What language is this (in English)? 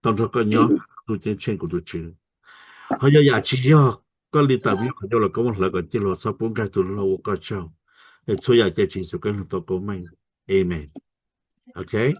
Hmong